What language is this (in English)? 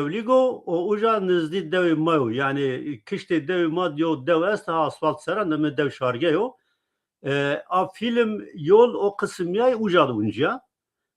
Zaza